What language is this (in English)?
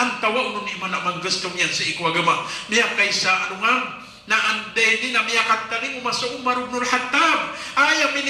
Maranao